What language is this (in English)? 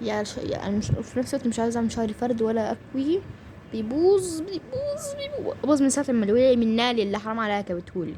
Egyptian Arabic